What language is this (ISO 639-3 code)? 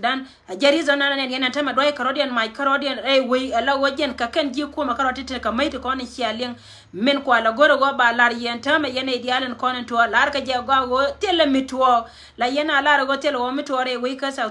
nus